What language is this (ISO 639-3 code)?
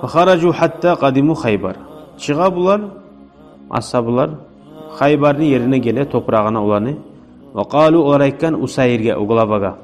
kum